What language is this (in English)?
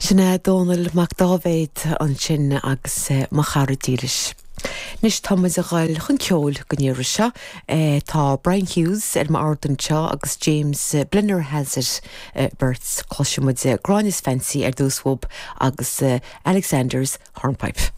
Irish